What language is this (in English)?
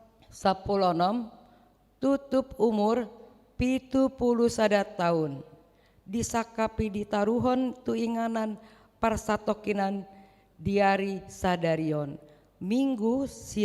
Batak Toba